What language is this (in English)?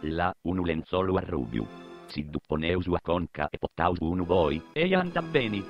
Sardinian